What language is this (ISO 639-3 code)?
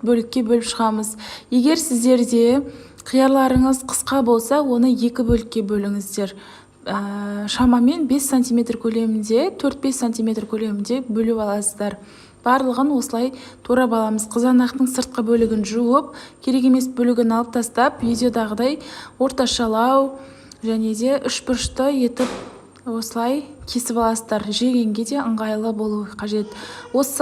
kaz